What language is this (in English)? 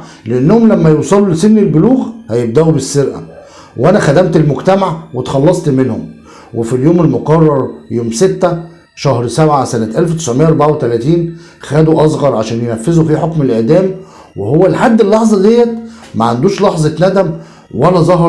Egyptian Arabic